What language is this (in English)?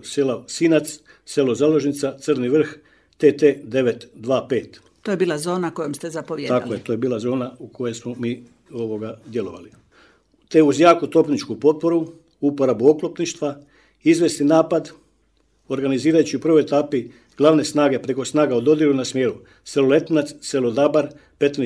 Croatian